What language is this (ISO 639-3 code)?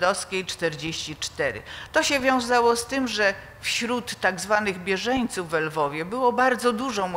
pol